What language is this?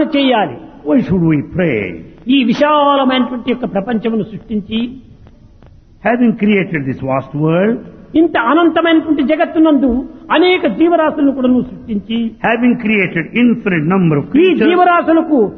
Telugu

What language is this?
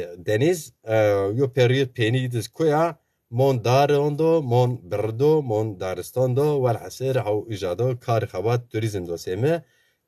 Zaza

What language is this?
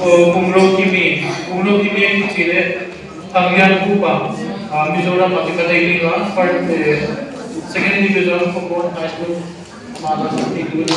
Paite Chin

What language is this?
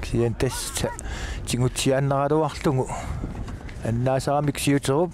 Kalaallisut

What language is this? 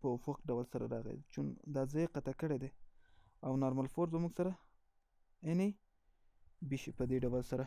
Pashto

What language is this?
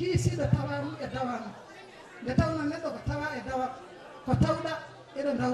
Fula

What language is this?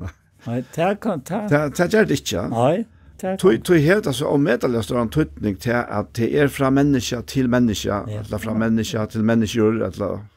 Faroese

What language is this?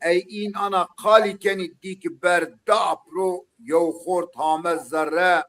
Zaza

